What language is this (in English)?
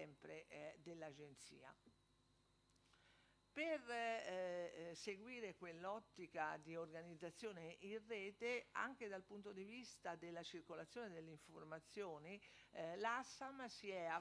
Italian